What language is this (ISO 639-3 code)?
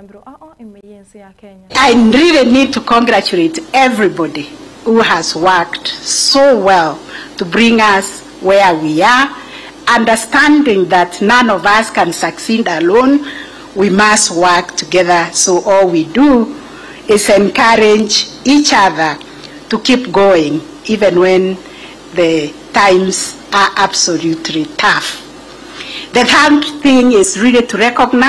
guz